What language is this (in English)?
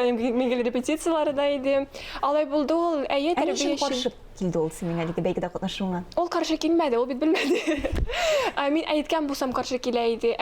Tatar